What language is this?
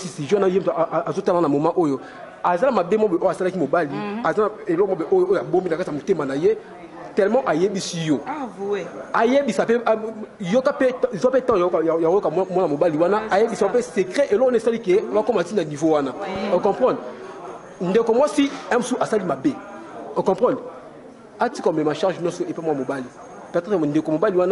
Lingala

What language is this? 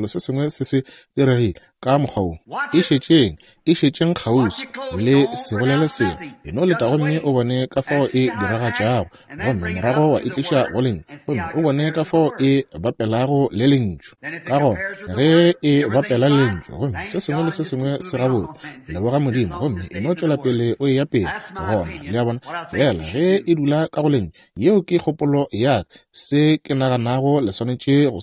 Northern Sotho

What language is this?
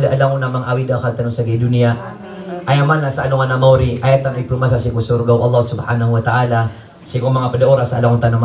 Maranao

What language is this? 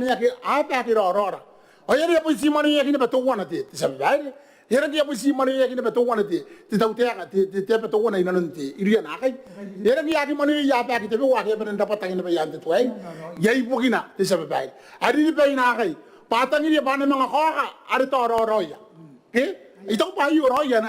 Gilbertese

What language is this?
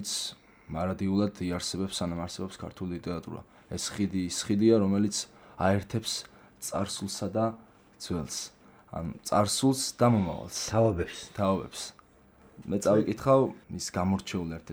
Georgian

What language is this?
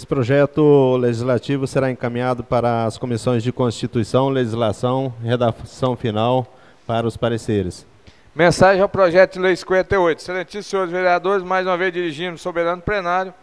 Portuguese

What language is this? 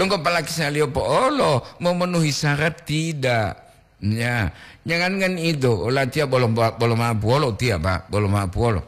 Gorontalo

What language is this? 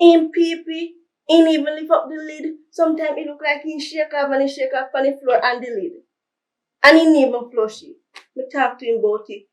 Jamaican Creole English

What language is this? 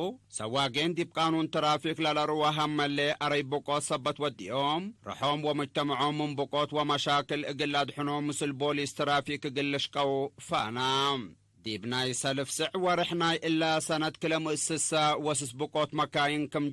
Tigre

